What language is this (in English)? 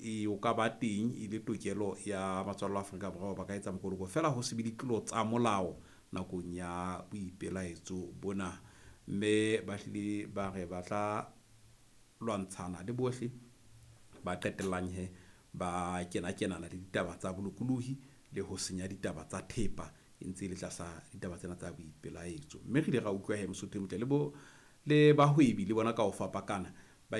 Southern Sotho